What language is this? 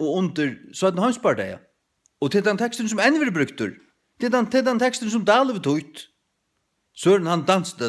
Faroese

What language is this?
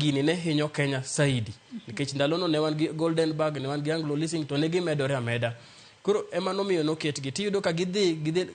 Luo (Kenya and Tanzania)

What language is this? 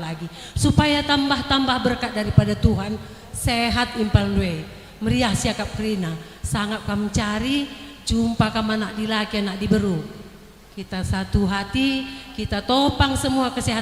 Batak Karo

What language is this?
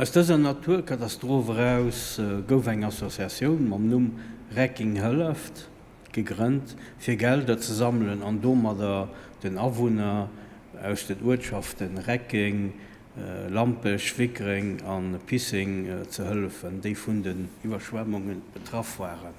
Luxembourgish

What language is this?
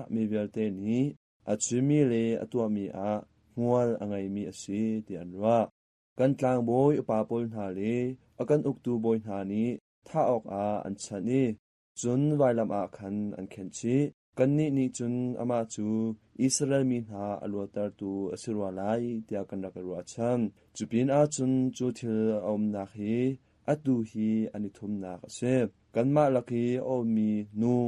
Hakha Chin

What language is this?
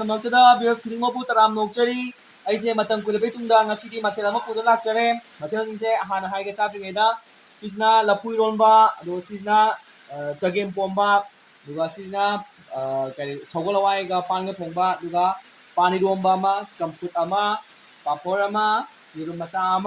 Manipuri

